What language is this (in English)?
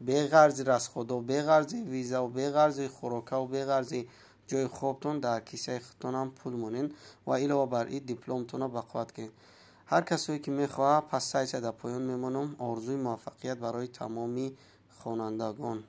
Tajik